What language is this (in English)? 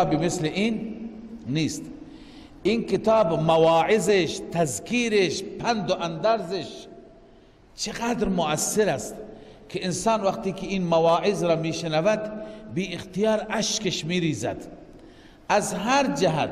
Persian